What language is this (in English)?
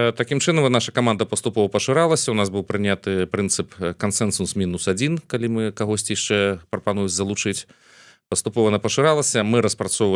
Belarusian